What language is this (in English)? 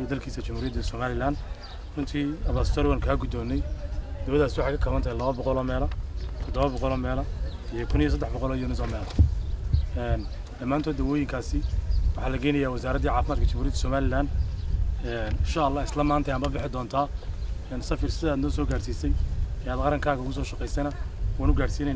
Somali